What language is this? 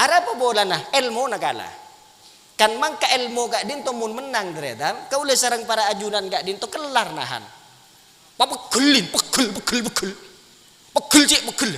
Madurese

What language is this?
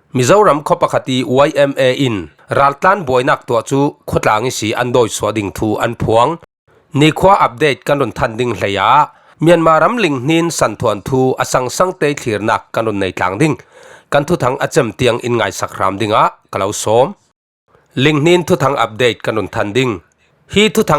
Falam Chin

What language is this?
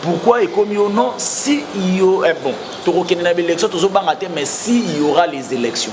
Lingala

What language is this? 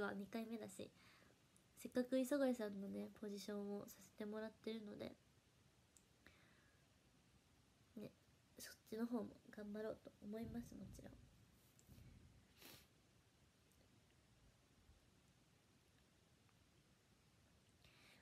Japanese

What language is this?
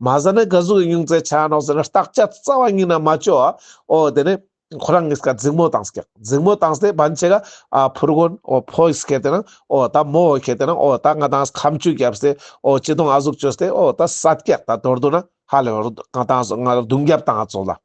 Ladakhi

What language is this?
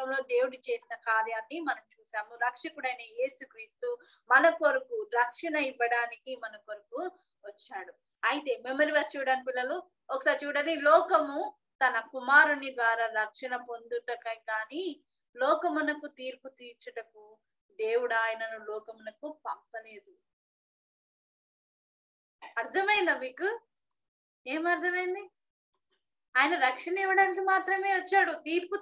Telugu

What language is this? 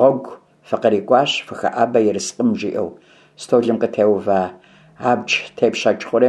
Kabardian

